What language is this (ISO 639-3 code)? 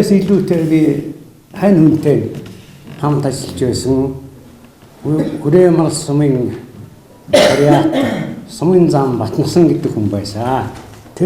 mon